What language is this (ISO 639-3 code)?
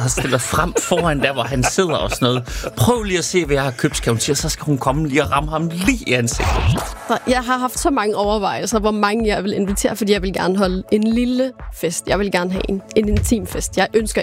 dan